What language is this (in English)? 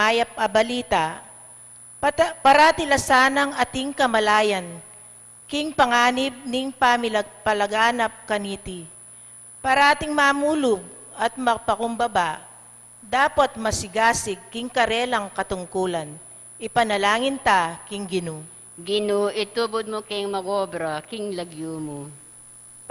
Pampanga